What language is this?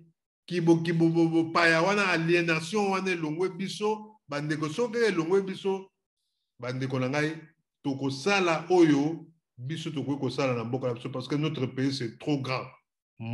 Lingala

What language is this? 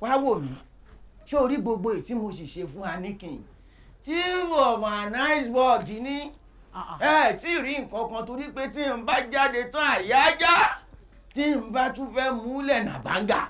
Yoruba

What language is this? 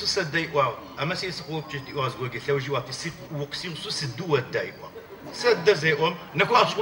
Adyghe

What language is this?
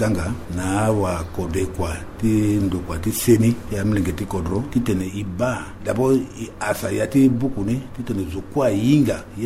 Sango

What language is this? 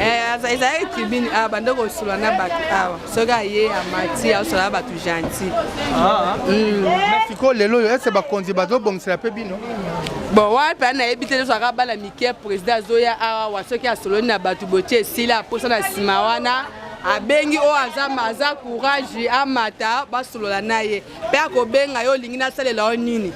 Lingala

